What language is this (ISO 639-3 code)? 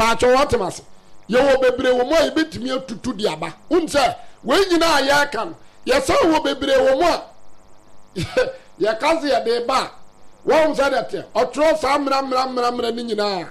aka